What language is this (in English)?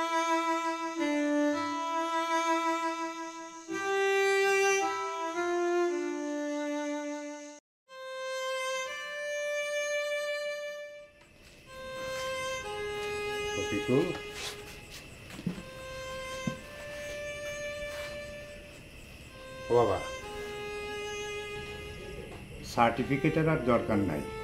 Bangla